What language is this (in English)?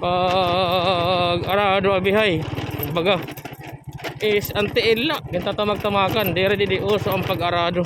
Waray